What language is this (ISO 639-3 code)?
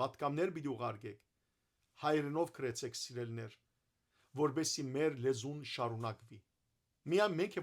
hyw